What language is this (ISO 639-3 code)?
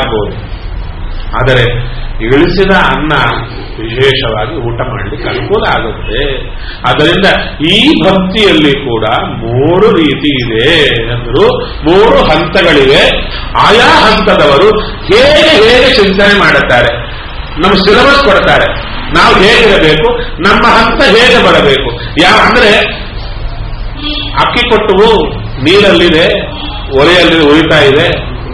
kan